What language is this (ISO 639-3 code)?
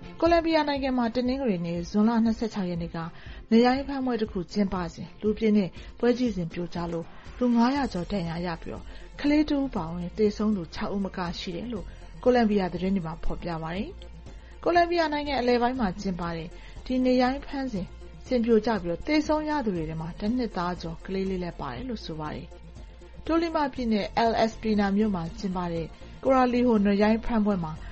mya